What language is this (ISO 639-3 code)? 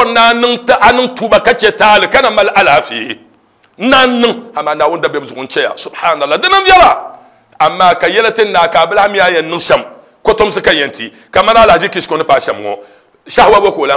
dag